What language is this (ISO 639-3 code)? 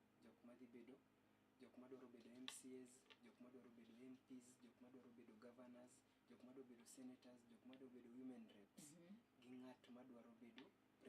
luo